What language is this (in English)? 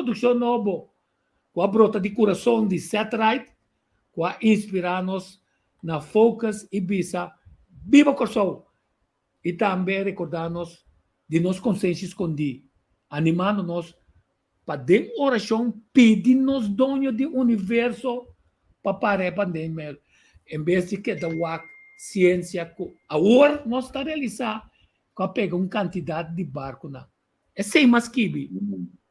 Papiamento